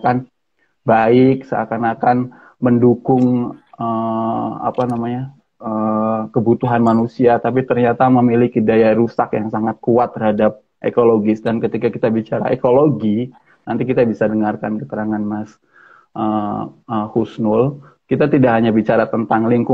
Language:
Indonesian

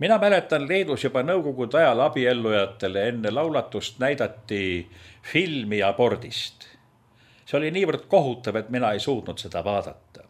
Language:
Estonian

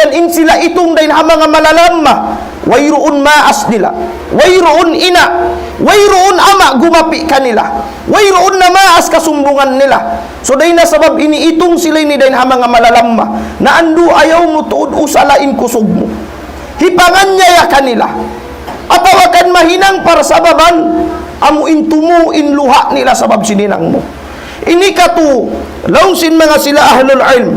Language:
Tausug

